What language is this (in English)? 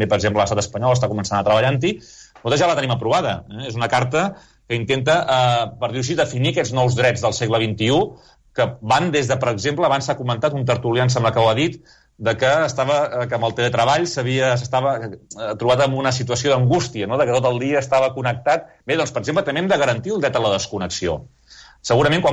Catalan